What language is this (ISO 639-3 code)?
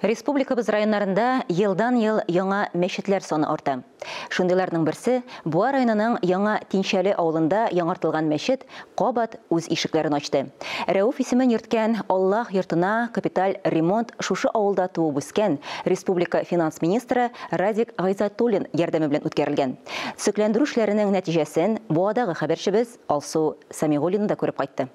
tat